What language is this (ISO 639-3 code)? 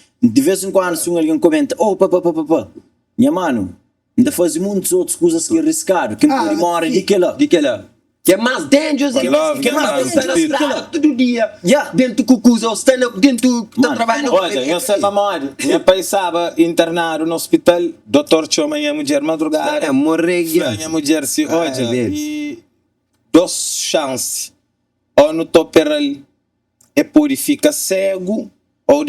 kea